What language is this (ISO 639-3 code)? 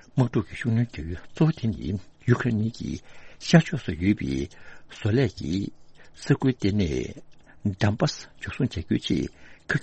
bod